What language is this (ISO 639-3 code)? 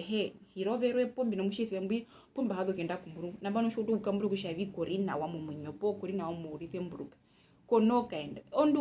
her